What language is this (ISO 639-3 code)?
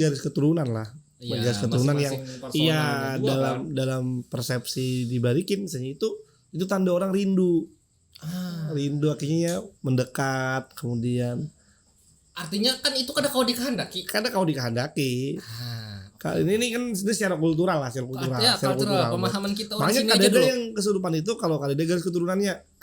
bjn